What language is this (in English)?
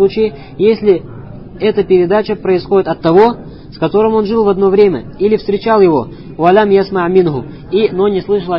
Russian